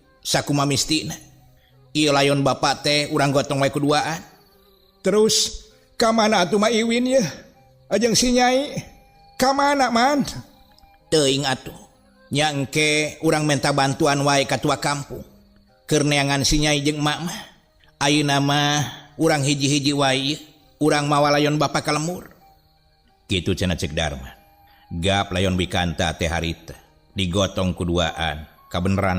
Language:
Sundanese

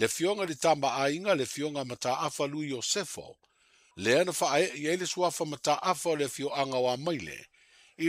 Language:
Samoan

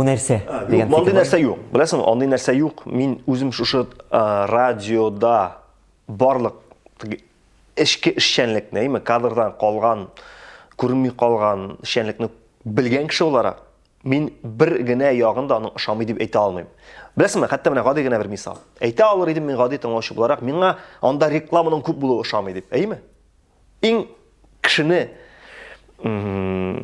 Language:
Tatar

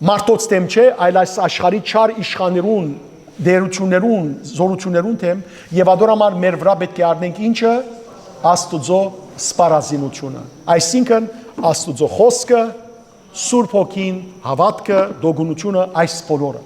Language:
Western Armenian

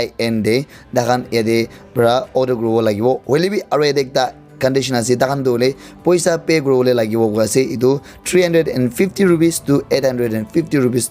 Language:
Naga Pidgin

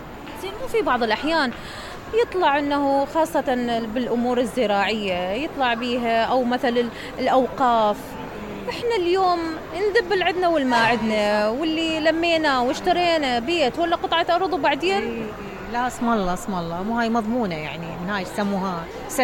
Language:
Mesopotamian Arabic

